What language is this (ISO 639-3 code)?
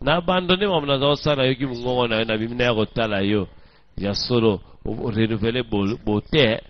lin